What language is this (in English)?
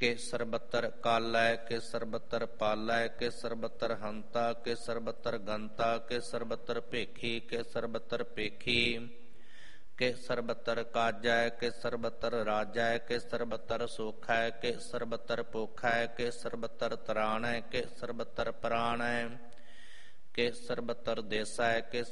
Punjabi